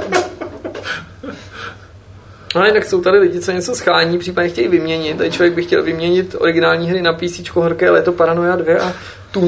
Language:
Czech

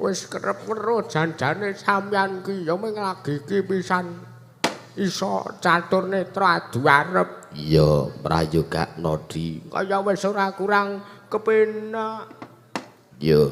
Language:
Javanese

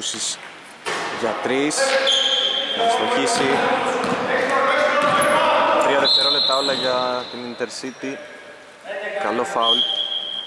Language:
Greek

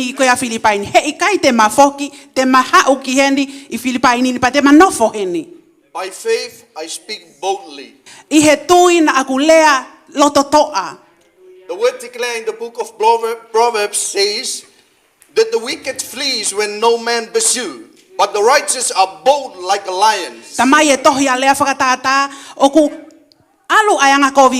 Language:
Tongan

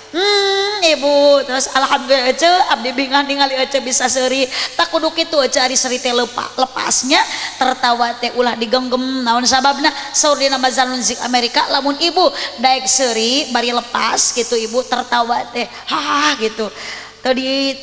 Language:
Sundanese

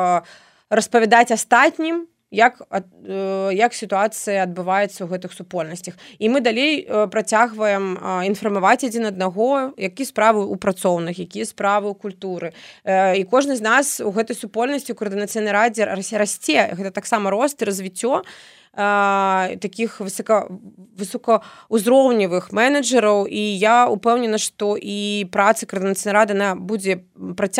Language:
Belarusian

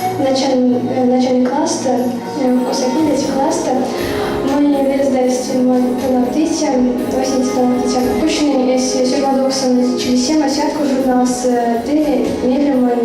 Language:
Erzya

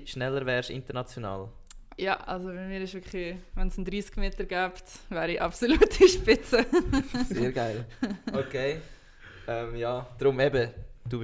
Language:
Swiss German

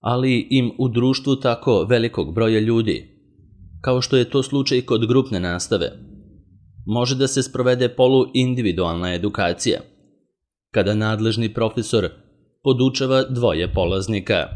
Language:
Serbian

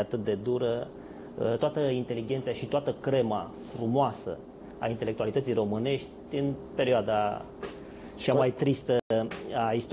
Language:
Romanian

